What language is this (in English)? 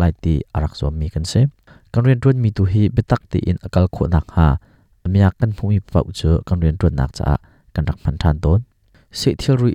Hakha Chin